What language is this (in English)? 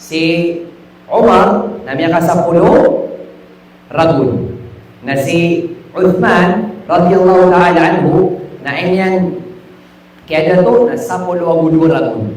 Maranao